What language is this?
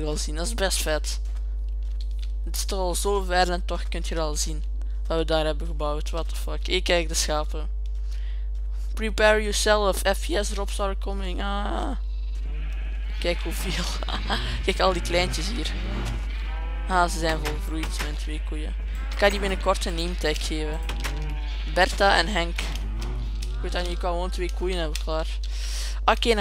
Dutch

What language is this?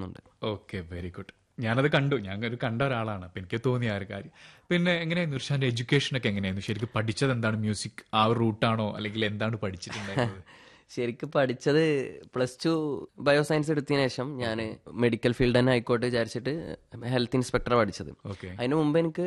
Malayalam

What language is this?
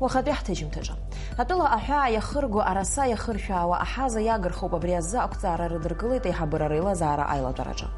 Abkhazian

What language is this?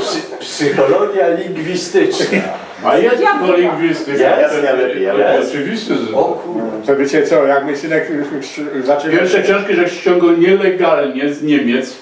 Silesian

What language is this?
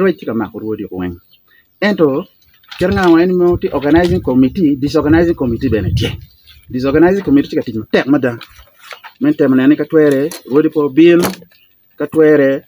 Acoli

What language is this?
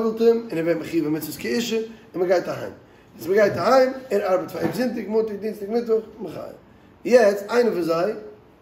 Yiddish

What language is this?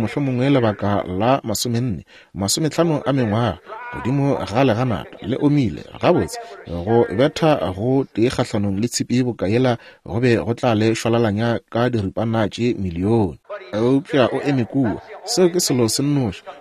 Northern Sotho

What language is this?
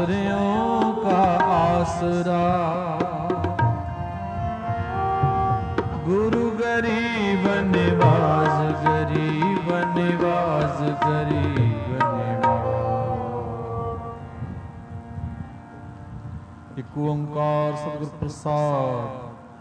Punjabi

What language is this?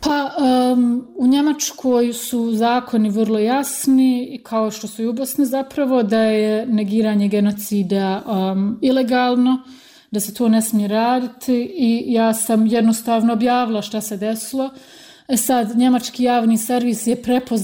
Bosnian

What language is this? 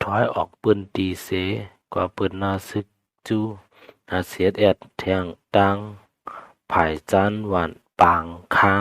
Shan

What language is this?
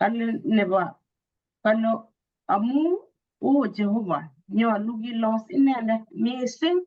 Kalenjin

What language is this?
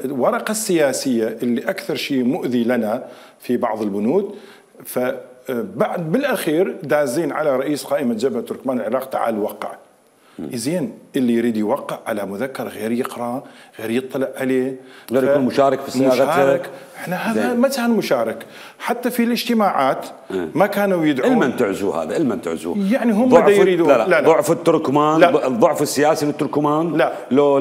Mesopotamian Arabic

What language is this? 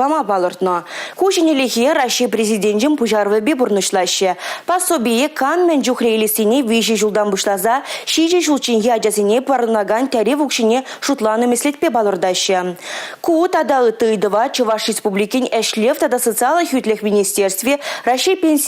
Chuvash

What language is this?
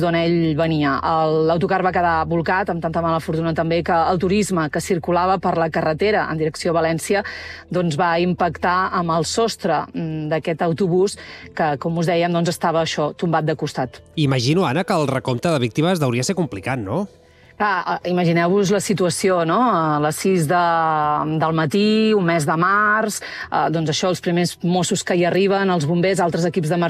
Catalan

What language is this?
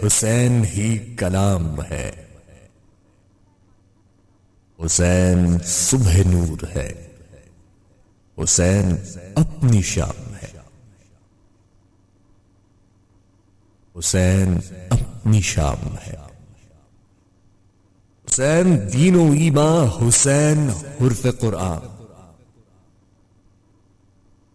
Urdu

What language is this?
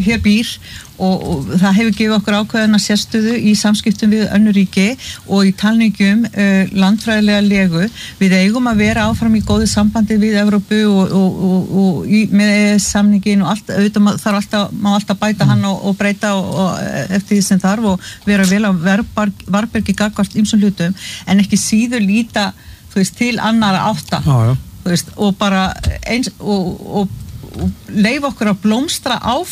Icelandic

